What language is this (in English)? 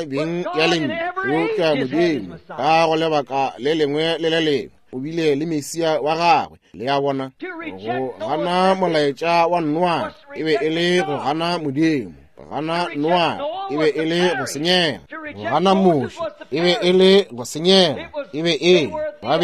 Northern Sotho